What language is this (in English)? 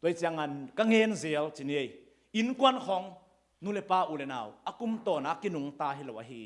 Tedim Chin